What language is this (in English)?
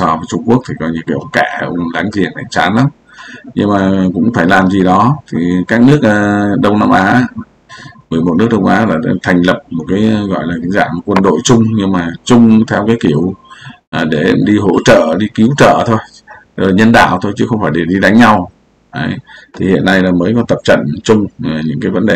Vietnamese